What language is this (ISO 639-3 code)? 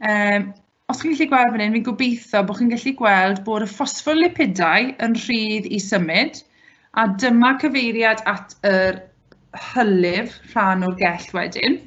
cym